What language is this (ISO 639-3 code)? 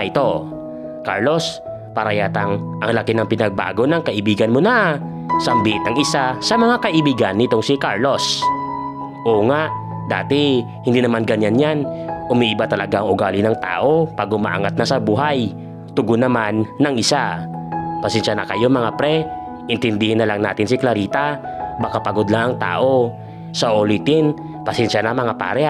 fil